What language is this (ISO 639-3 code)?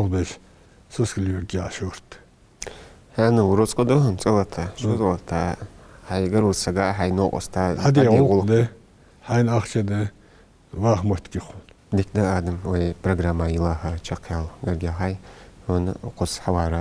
inh